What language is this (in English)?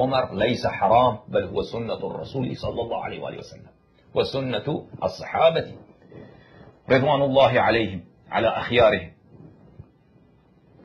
Arabic